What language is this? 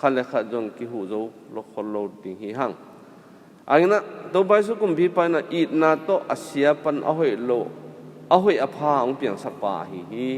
Tedim Chin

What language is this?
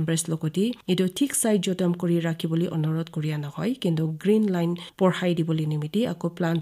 Naga Pidgin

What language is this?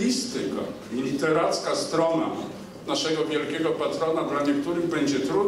Polish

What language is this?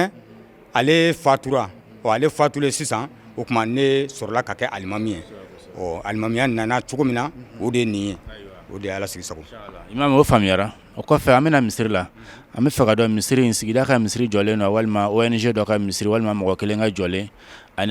Bambara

